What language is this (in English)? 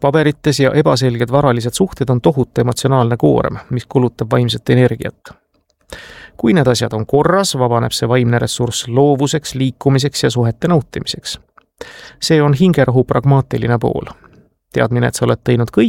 Estonian